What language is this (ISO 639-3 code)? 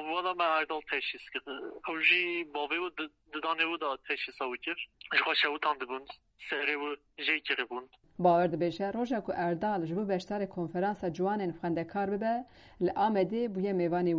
kur